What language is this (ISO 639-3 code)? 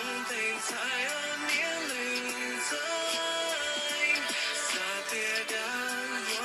hmn